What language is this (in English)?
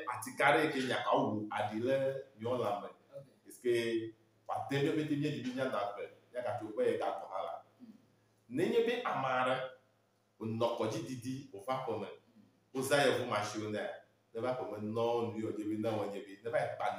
Ewe